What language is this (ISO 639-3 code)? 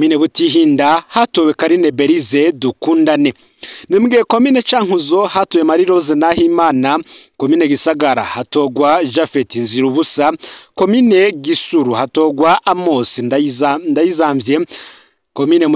run